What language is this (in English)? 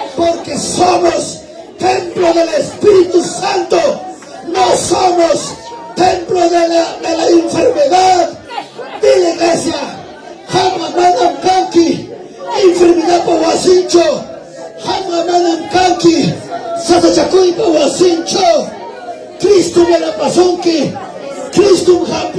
Ayacucho Quechua